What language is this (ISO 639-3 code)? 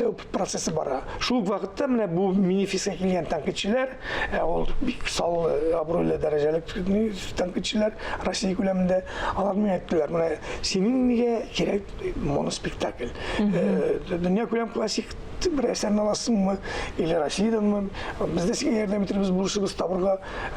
tat